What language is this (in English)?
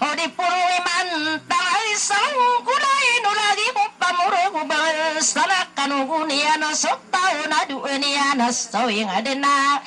Maranao